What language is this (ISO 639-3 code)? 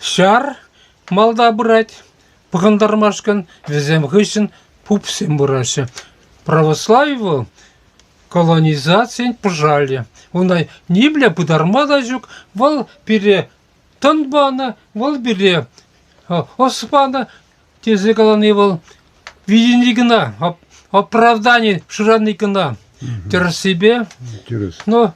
chv